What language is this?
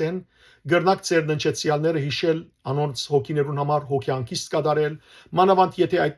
Western Armenian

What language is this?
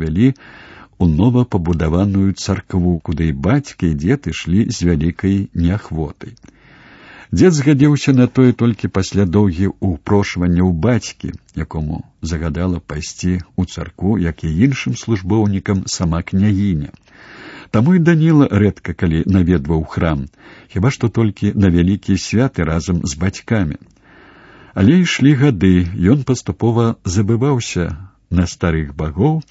Belarusian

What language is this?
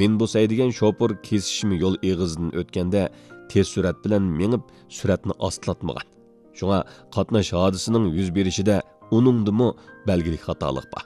Uyghur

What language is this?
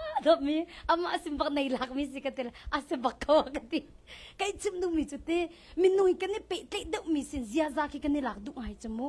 Hakha Chin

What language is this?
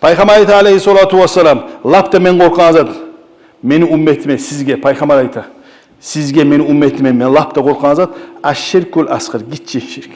Kumyk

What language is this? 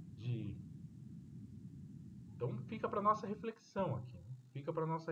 Portuguese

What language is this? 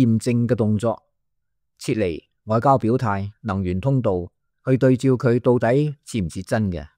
Cantonese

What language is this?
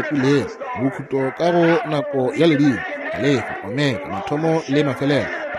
Northern Sotho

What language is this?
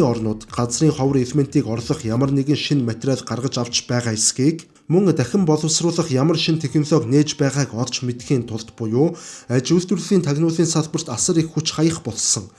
Mongolian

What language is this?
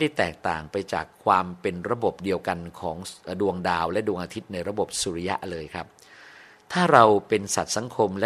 Thai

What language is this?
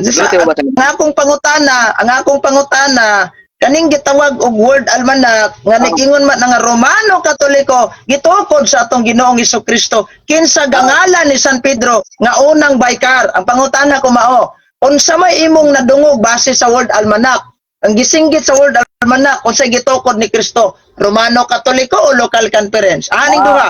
Cebuano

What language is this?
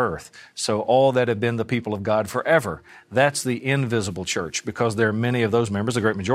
English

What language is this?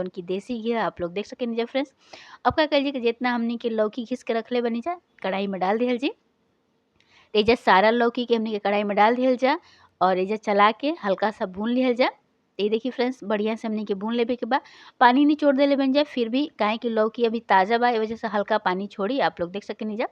Bhojpuri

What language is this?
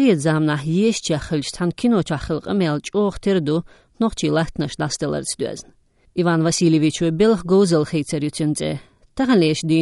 Chechen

